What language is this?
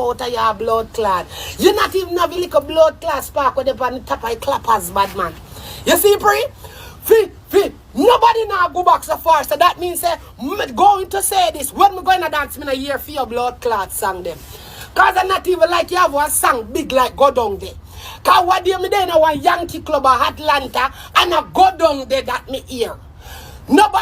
Jamaican Creole English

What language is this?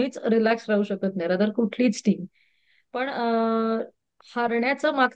Marathi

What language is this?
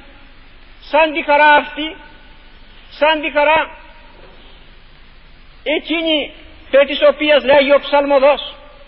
Greek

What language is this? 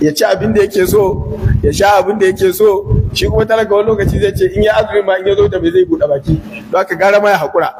Hausa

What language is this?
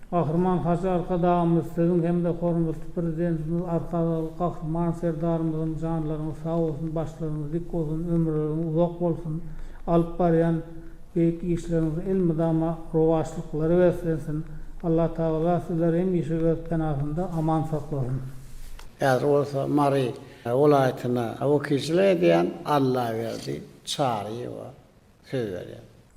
Turkmen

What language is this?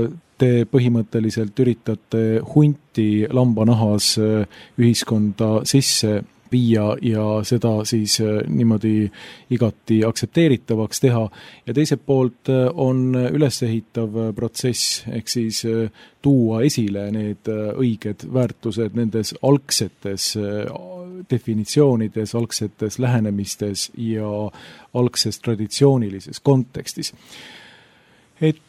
Estonian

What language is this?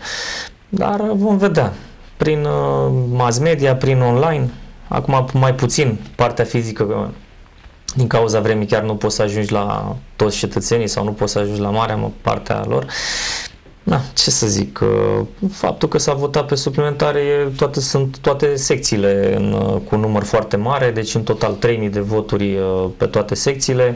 Romanian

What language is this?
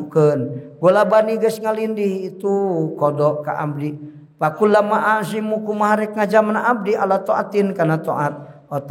Sundanese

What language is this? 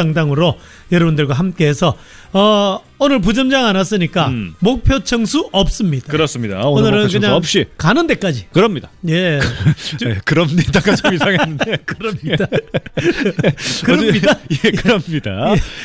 Korean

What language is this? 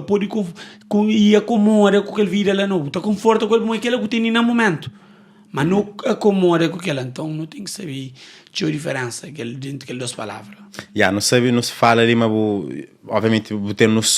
Kabuverdianu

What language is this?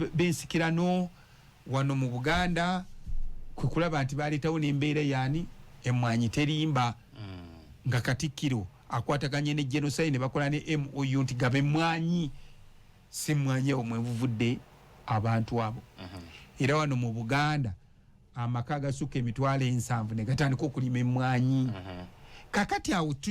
Ganda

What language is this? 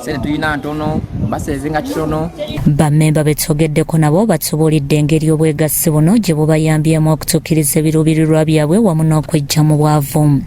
Ganda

